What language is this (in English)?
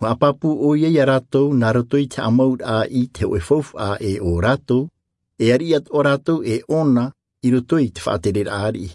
Tahitian